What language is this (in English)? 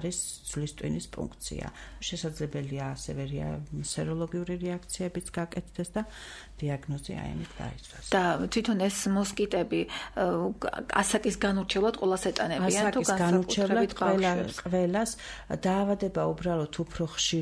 Georgian